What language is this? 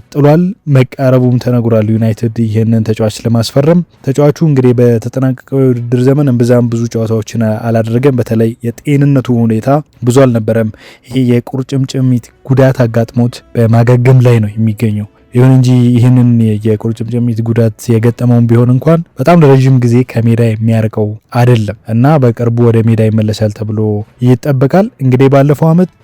Amharic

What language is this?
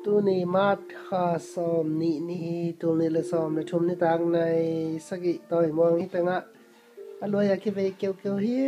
Tedim Chin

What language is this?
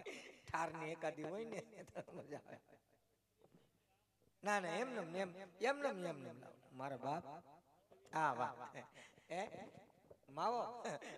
Gujarati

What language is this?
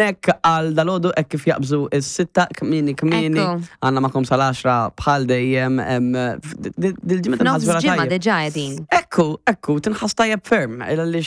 Maltese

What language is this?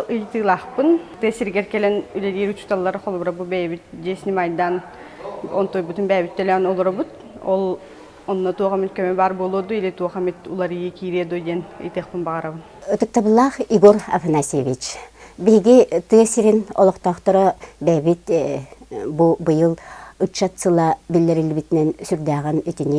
Yakut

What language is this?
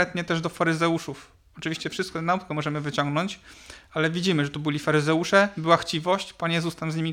Polish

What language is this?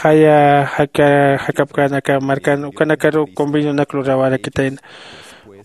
Aymara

